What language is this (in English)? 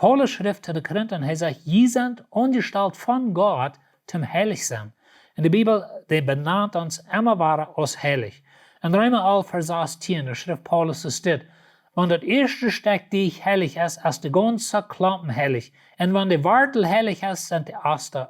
Plautdietsch